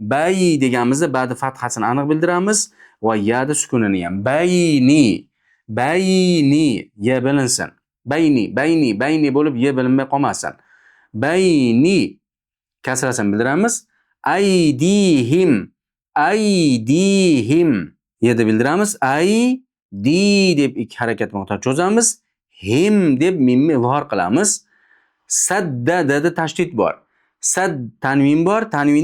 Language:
Uzbek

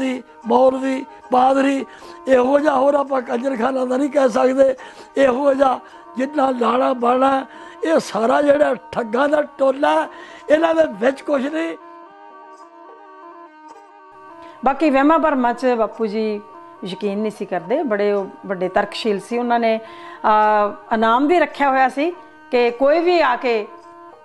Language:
Punjabi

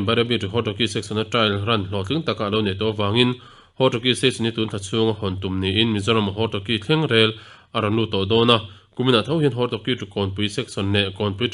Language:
Mizo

